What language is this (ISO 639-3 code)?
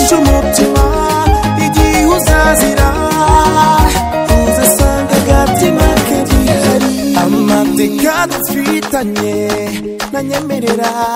kin